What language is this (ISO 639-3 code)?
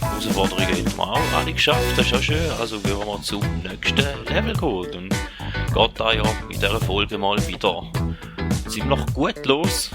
gsw